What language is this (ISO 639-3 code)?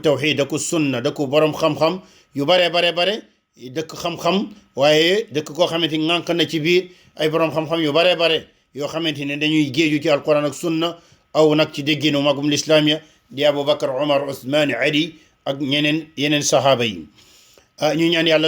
wol